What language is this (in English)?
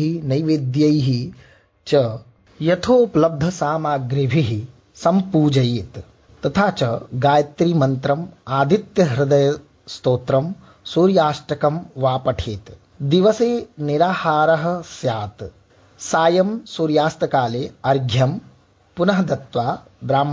Sanskrit